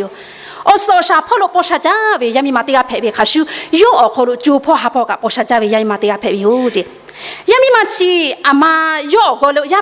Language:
Lahu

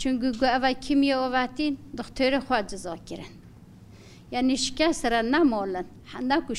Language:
Kurdish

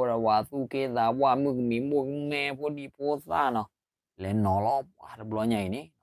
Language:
S'gaw Karen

